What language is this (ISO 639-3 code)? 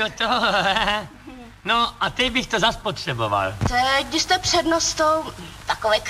ces